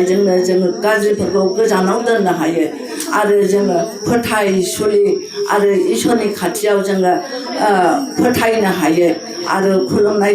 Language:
Bodo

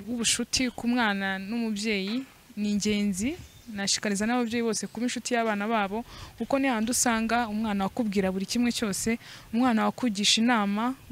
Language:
Kinyarwanda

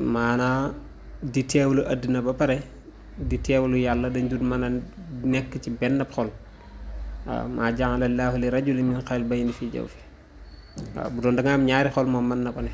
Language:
Wolof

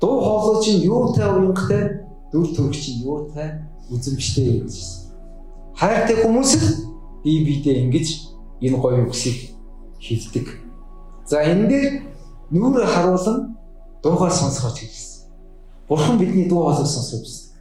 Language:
Mongolian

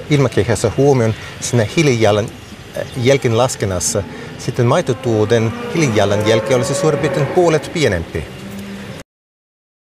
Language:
Finnish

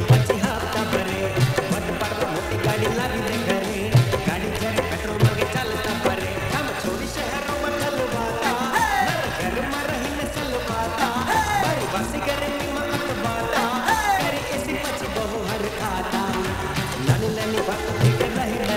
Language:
Gujarati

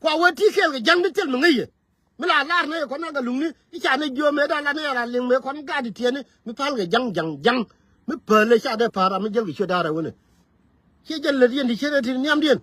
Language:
Nuer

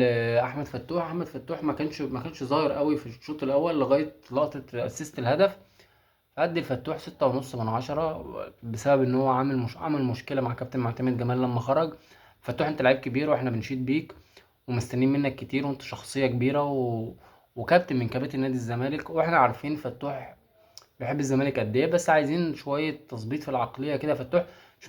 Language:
Egyptian Arabic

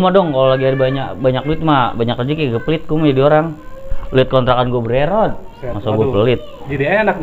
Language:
Betawi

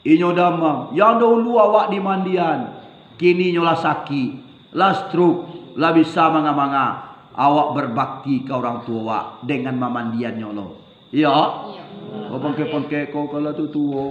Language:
Minangkabau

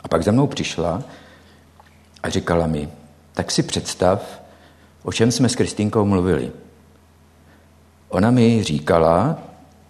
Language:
Czech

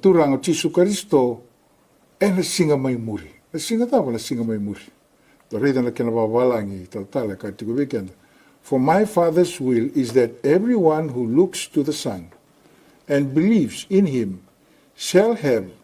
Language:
Fijian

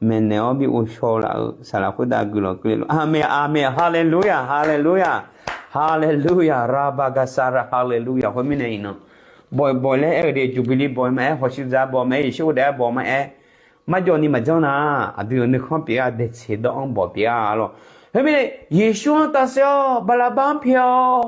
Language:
Akha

